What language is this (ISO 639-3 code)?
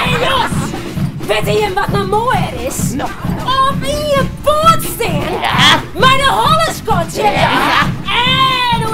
fry